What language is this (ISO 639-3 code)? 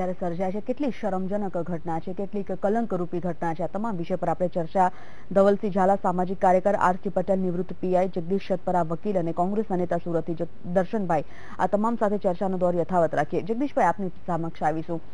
guj